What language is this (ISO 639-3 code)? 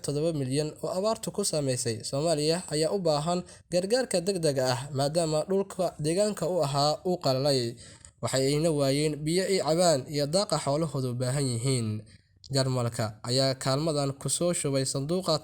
som